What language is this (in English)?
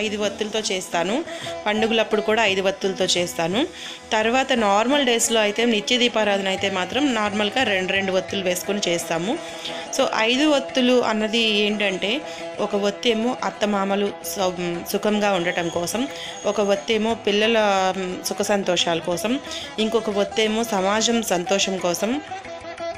Telugu